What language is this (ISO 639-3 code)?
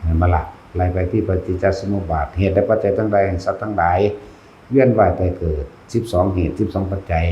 tts